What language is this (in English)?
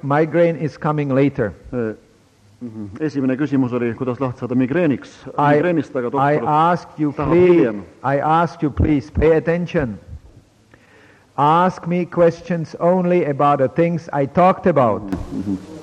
Estonian